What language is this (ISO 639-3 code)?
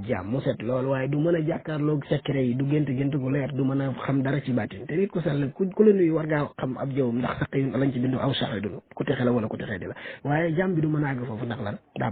wol